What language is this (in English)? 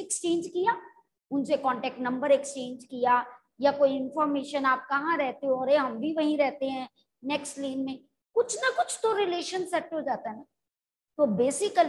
Hindi